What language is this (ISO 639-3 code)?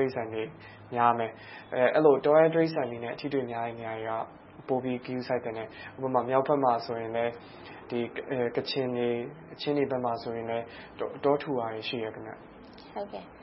mya